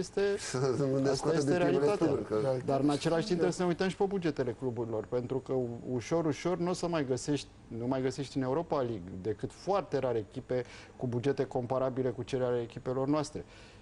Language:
Romanian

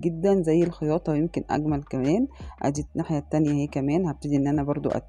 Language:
Egyptian Arabic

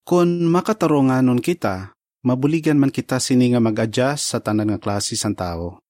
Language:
Hiligaynon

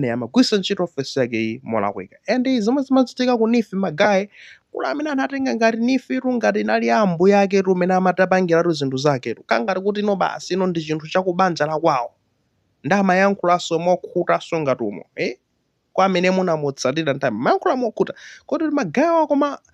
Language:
Nyanja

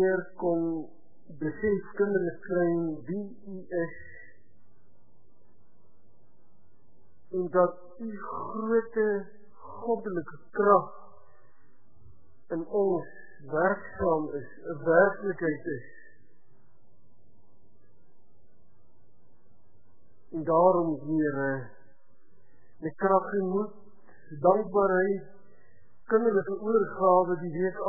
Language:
Afrikaans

